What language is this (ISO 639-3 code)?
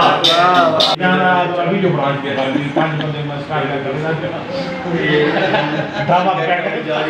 skr